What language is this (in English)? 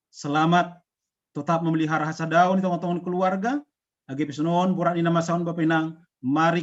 Batak Simalungun